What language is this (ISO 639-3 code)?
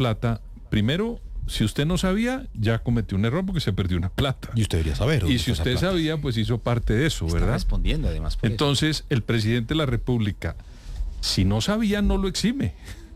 spa